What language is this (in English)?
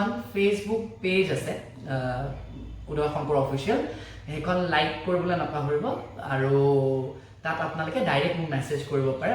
Assamese